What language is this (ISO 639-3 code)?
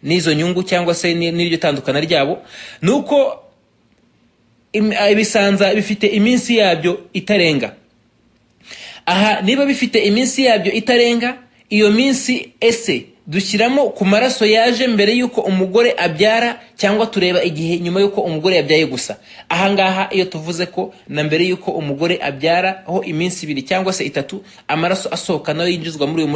kin